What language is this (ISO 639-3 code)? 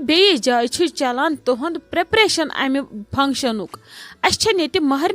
kas